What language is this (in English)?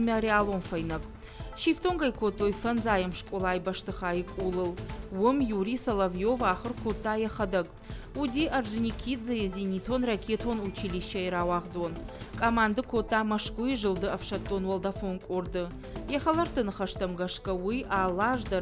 Ossetic